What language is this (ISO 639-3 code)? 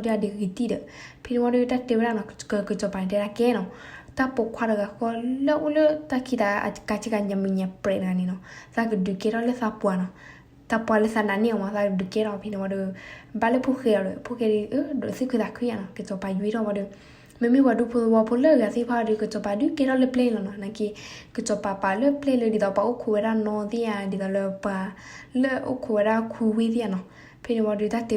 ksw